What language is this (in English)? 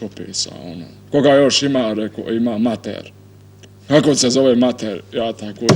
Bosnian